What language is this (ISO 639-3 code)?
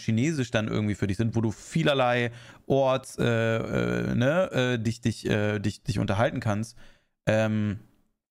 deu